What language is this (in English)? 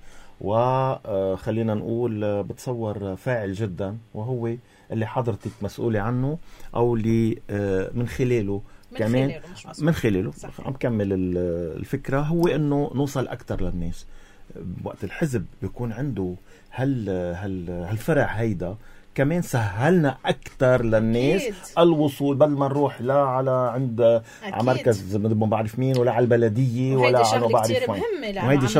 North Levantine Arabic